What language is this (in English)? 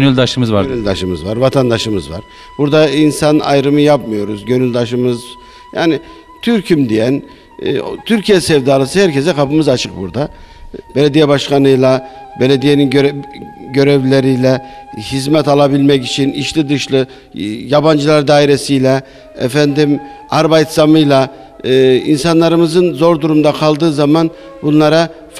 Turkish